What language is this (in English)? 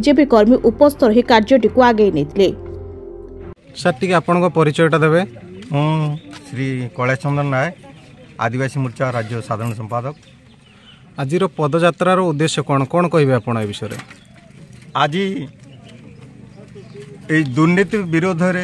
Odia